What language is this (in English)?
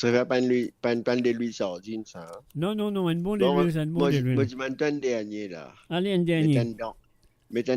Morisyen